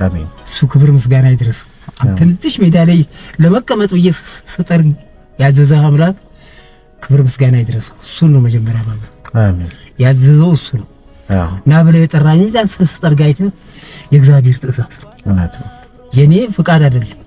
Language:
Amharic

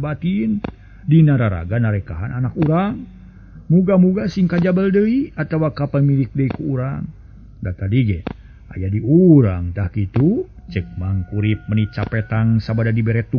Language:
Sundanese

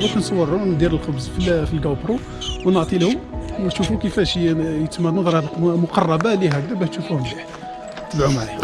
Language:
Algerian Arabic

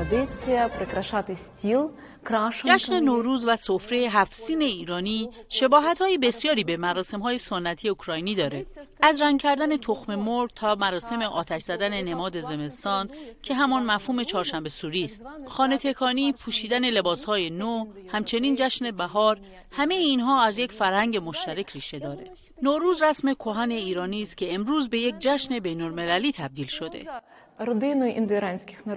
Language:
Tajik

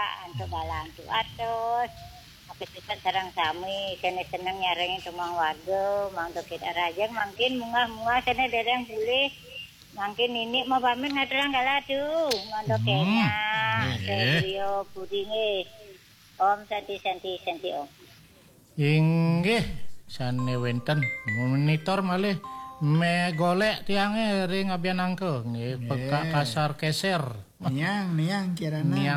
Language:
Balinese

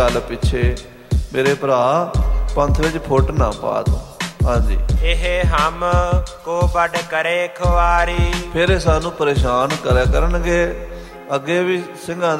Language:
Punjabi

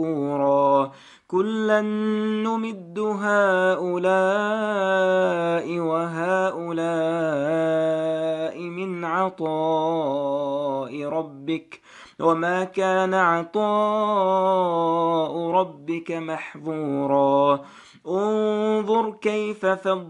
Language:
Arabic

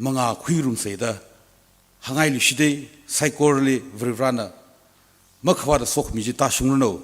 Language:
Tangkhul Naga (India)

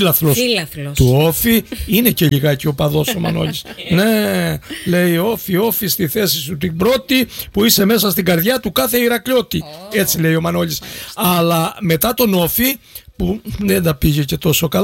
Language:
Greek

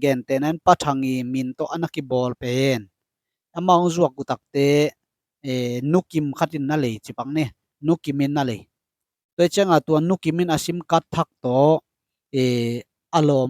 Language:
Tedim Chin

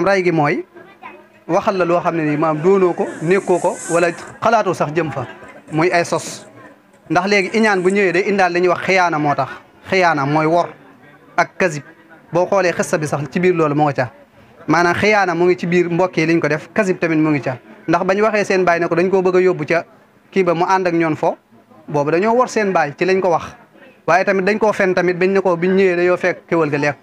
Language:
Wolof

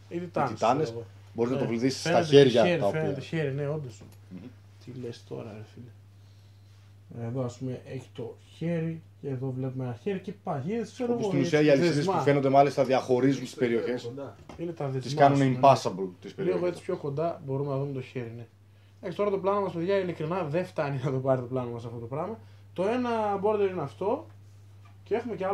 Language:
Greek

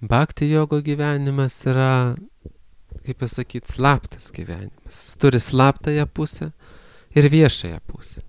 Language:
Lithuanian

